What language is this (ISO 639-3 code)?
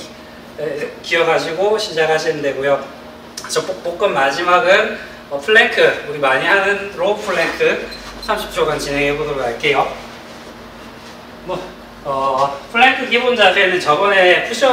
kor